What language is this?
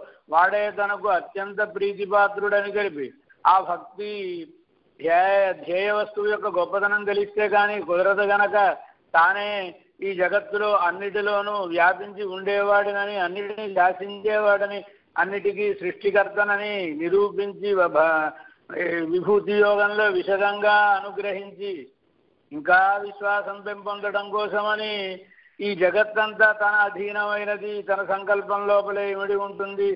Telugu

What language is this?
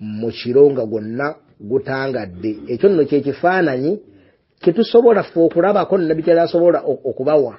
Ganda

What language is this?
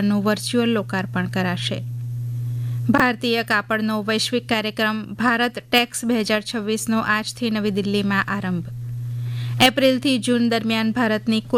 Gujarati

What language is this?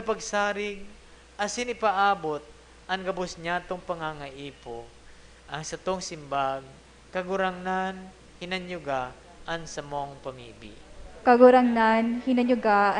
Bikol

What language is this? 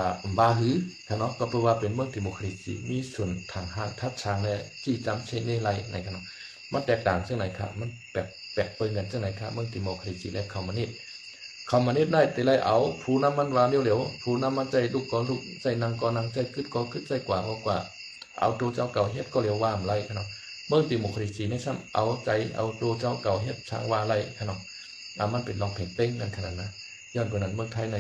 Shan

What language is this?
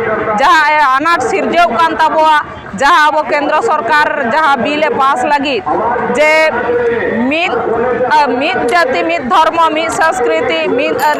Santali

